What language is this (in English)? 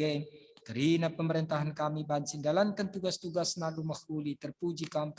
Batak Karo